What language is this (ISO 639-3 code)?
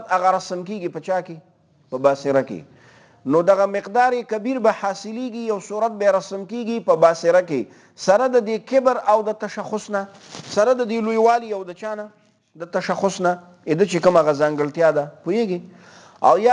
pus